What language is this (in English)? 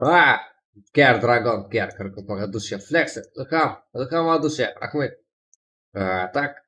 Kara-Kalpak